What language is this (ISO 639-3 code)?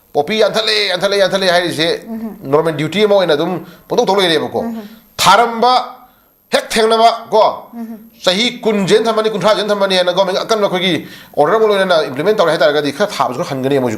mni